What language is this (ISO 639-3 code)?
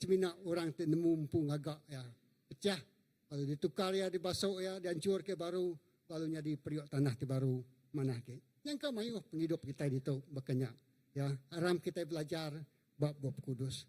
iba